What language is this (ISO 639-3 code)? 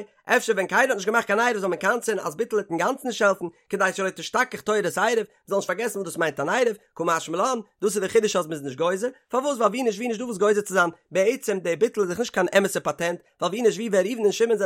yid